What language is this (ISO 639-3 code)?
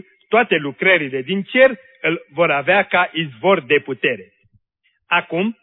ron